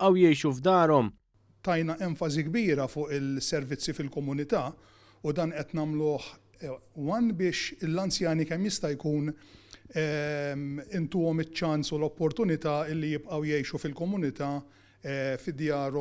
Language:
Maltese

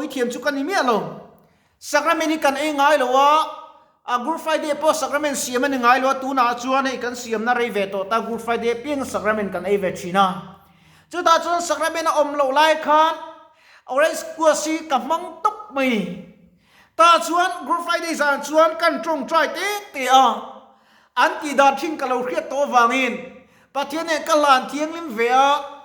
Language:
Mizo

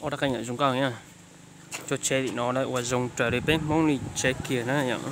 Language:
Hmong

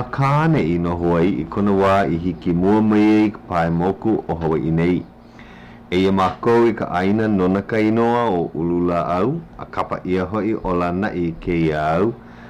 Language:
Hawaiian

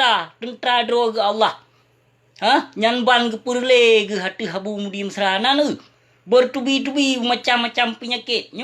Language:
Achinese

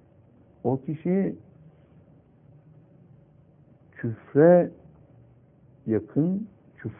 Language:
Turkish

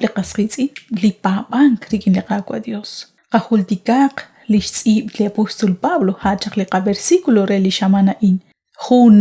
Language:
Kekchí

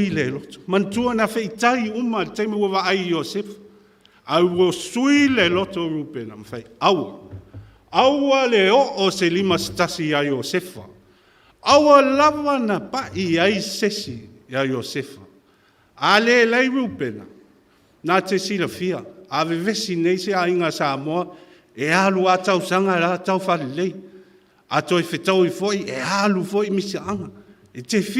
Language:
Samoan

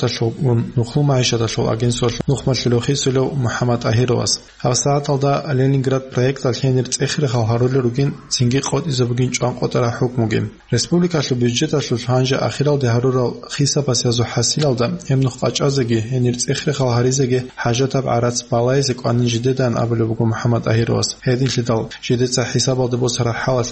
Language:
Avaric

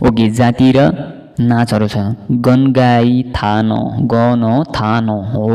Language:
Nepali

